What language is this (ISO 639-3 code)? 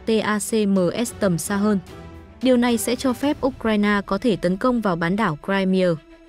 vie